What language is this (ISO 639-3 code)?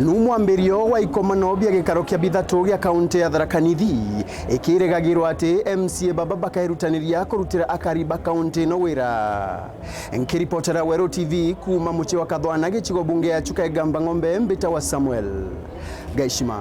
mer